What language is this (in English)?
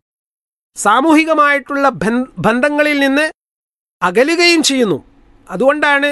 Malayalam